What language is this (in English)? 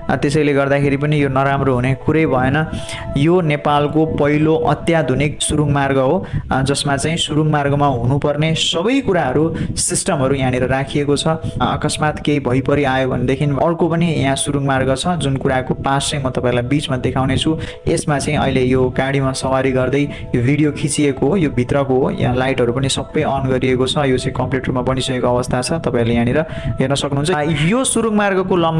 Nepali